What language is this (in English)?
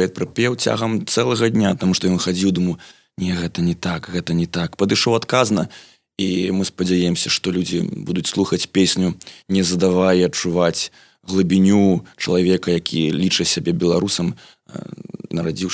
Belarusian